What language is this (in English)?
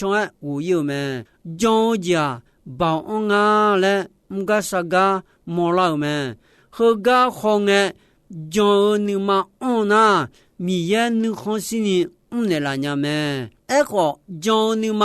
Akha